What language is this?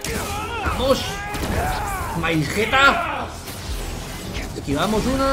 Spanish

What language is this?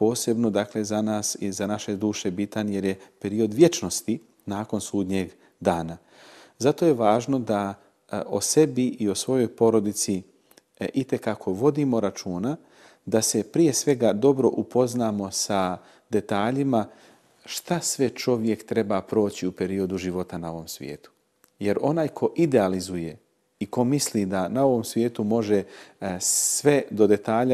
Bosnian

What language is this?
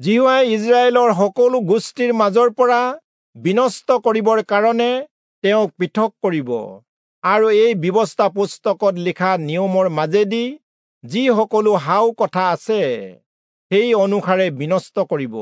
Assamese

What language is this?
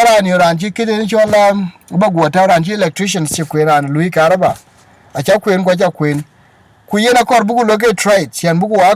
Dinka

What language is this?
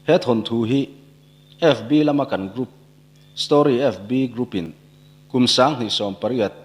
Mizo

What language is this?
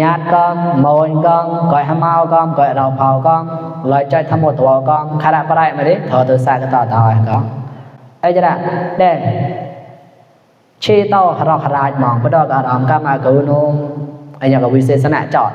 Mon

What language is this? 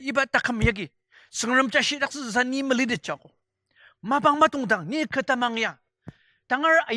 Ao Naga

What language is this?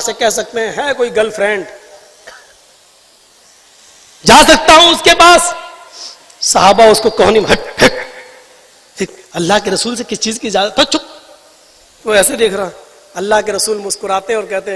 Urdu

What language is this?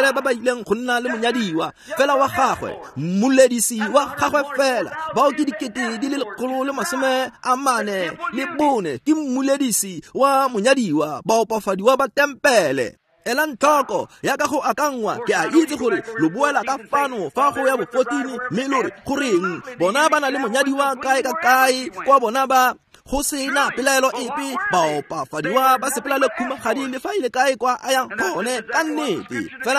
Tswana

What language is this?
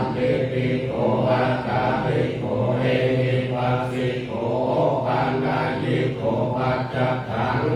Pali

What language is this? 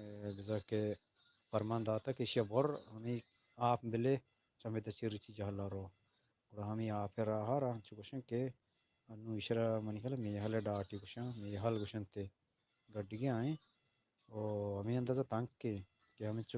Eastern Balochi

